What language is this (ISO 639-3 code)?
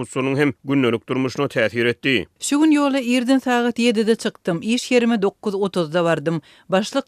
tuk